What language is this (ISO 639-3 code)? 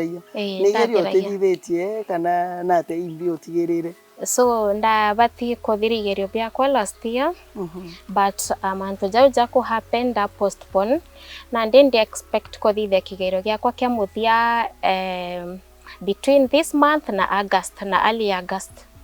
mer